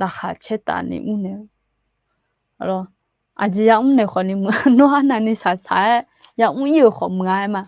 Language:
Akha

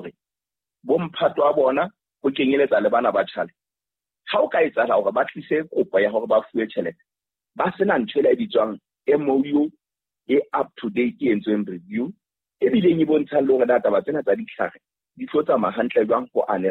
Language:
Southern Sotho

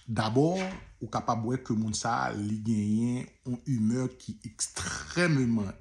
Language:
Haitian Creole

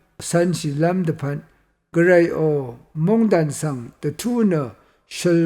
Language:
Rawang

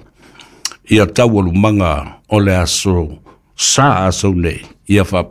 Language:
Samoan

